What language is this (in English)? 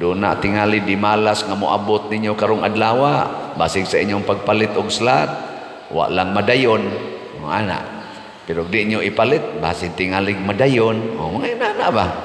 Cebuano